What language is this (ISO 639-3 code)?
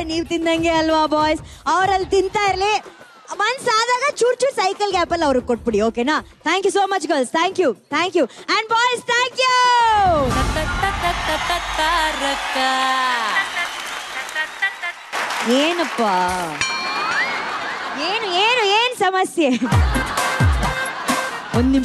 kan